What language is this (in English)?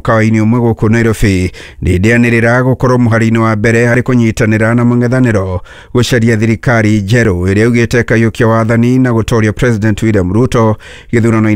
Kikuyu